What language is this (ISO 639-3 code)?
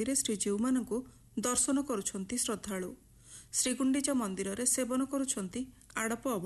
ori